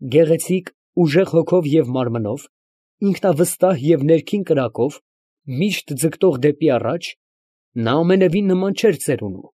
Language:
Armenian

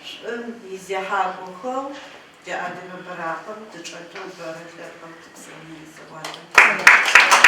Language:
Adyghe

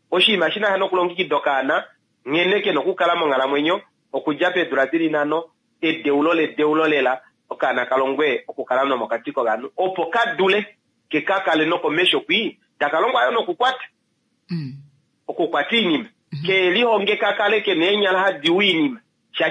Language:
Kuanyama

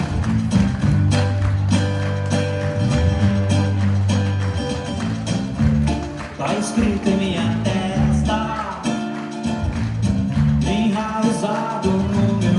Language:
Portuguese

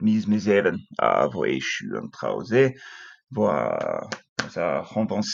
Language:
Breton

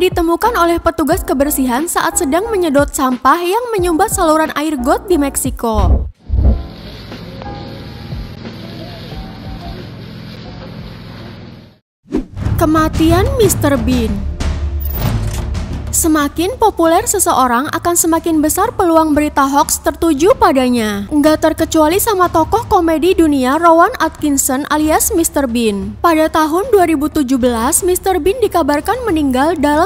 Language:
Indonesian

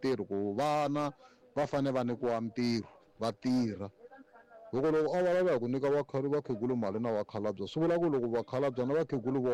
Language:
Tsonga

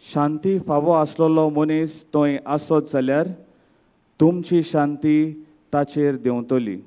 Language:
Konkani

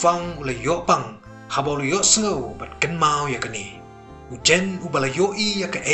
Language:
Khasi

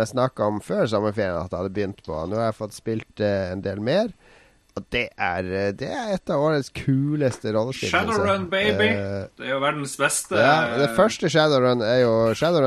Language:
Norwegian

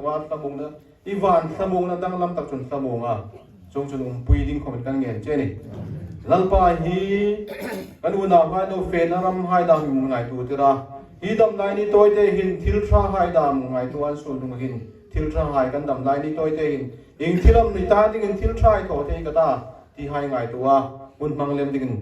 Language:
Hmar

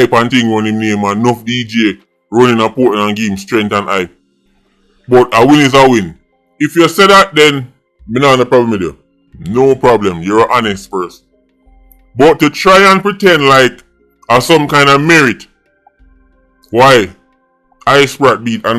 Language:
Jamaican Creole English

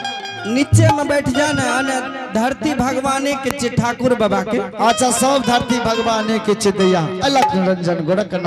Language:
Angika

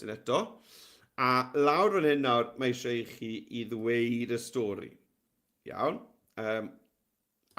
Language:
Welsh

